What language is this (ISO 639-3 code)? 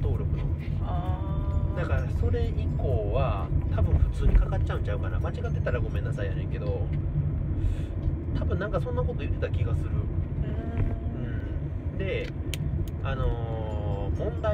jpn